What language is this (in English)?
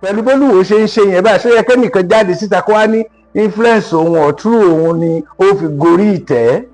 Yoruba